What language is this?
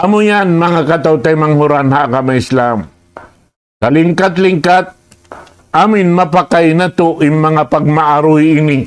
Tausug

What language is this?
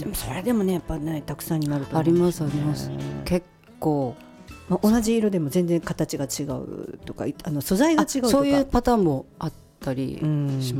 Japanese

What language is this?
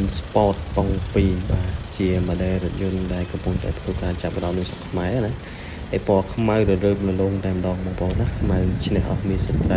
Khmer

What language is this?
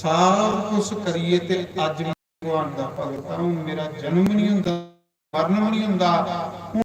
Dogri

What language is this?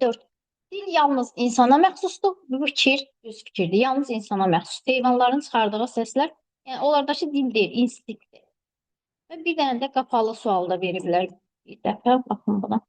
Azerbaijani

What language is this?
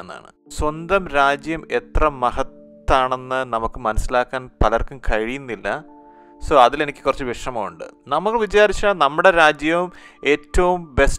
Malayalam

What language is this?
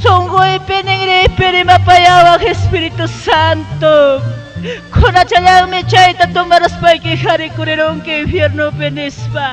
Ayacucho Quechua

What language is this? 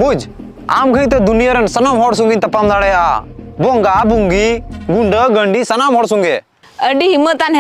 Santali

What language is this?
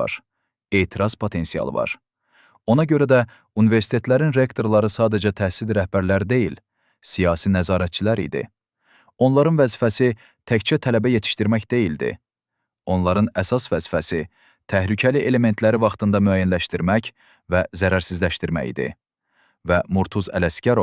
Azerbaijani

